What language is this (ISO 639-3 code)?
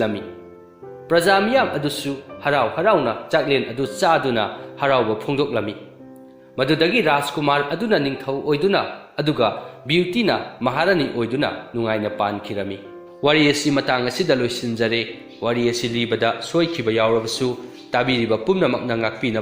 mni